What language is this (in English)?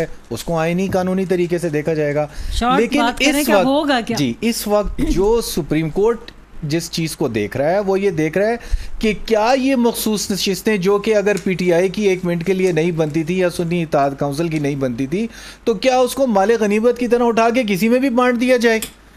Urdu